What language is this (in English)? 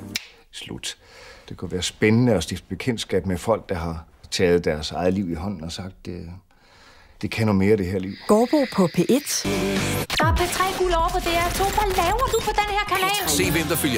Danish